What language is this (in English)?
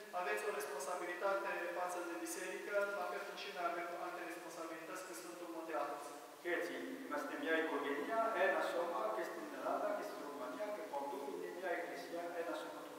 Romanian